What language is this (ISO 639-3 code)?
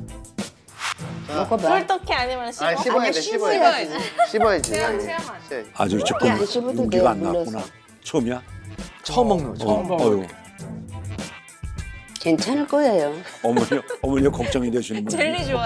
kor